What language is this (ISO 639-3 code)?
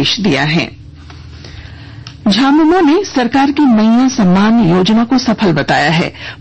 hin